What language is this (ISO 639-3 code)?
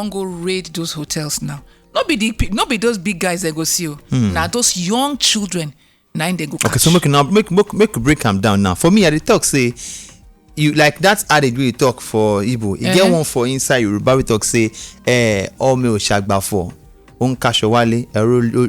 pcm